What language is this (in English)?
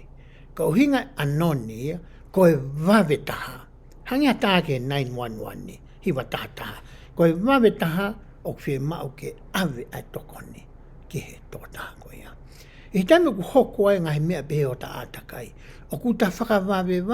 Tongan